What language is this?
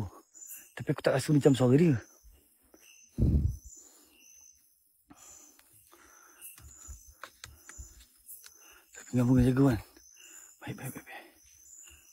Malay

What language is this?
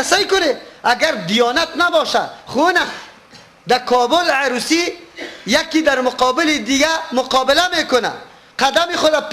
Persian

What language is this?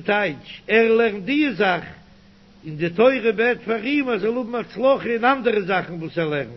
Yiddish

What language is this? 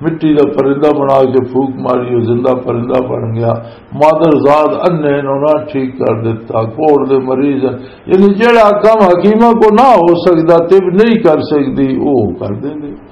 Western Panjabi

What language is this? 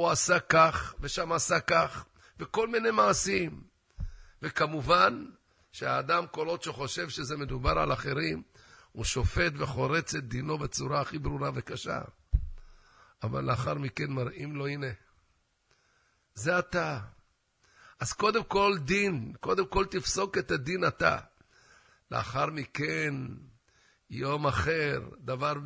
Hebrew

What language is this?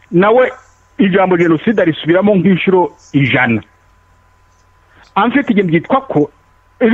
Kinyarwanda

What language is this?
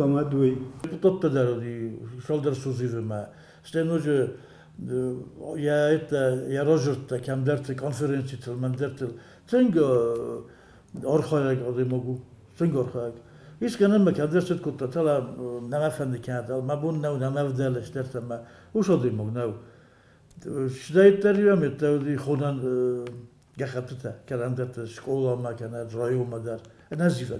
Ossetic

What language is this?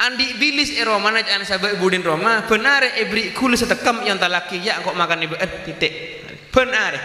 Madurese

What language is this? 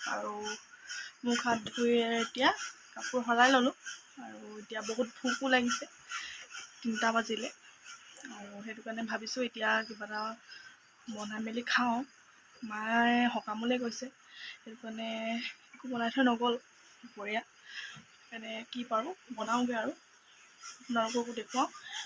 Assamese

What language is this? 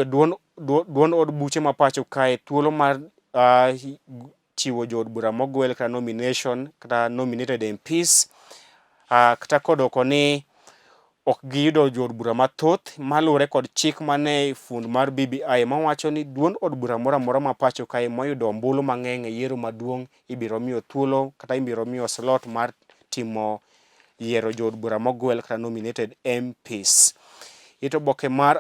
Luo (Kenya and Tanzania)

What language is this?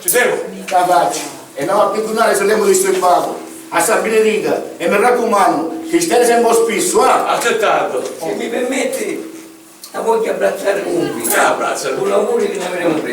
Sicilian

